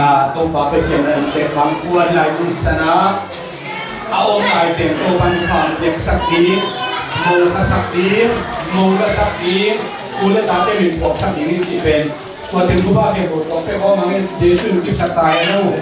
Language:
Tedim Chin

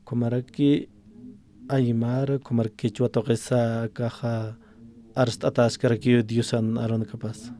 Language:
Aymara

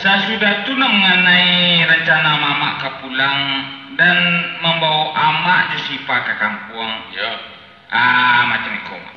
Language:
Minangkabau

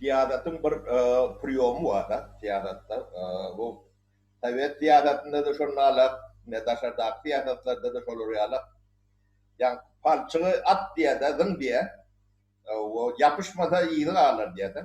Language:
Turkmen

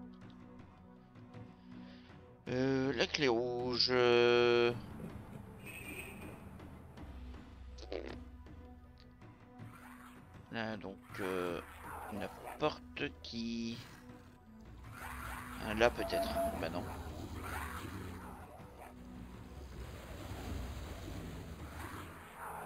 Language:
French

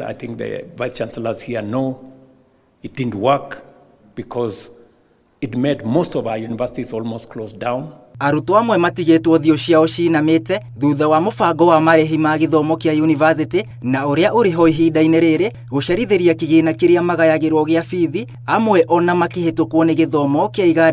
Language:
Kikuyu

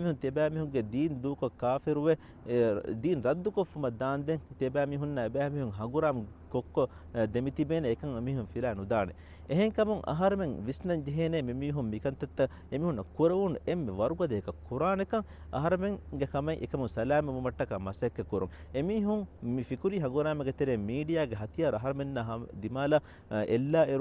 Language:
Divehi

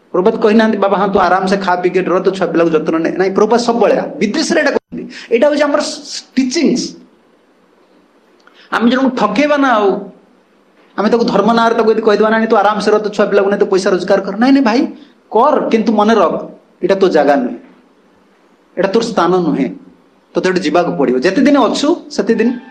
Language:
Odia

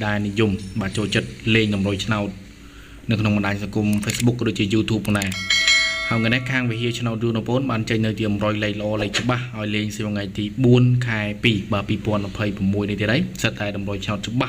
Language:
Khmer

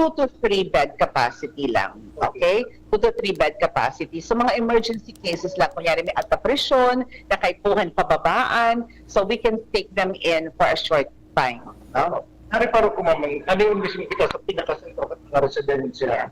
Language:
Bikol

